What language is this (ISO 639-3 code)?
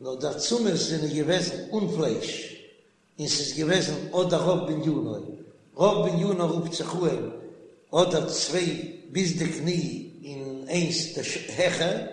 yid